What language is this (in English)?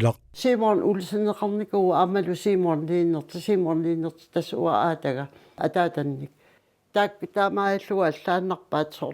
Kalaallisut